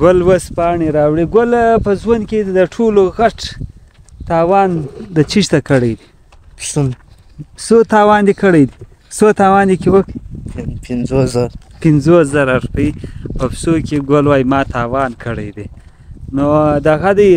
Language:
Pashto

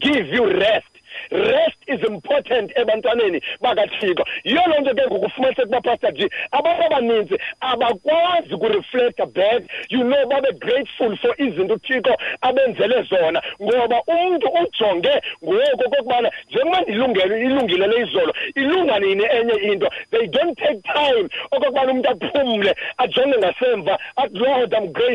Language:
Xhosa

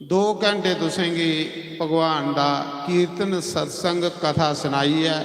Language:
Dogri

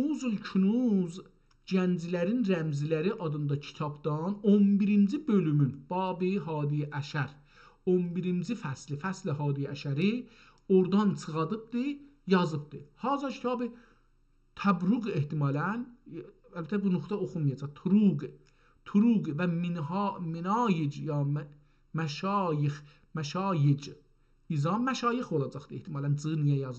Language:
South Azerbaijani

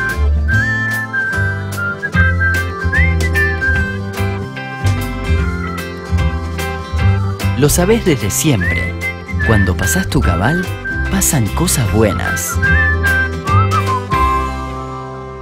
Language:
Spanish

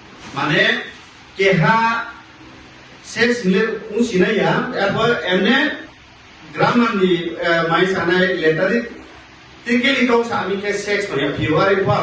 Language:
Riang (India)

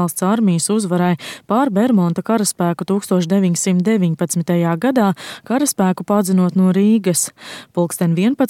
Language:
Latvian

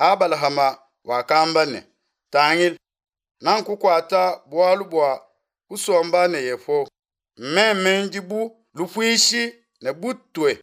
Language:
Luba-Lulua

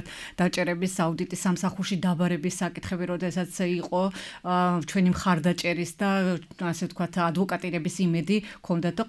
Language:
Georgian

